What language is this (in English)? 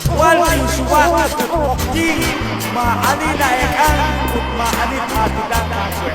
Kekchí